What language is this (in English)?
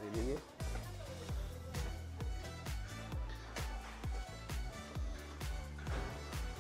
Gujarati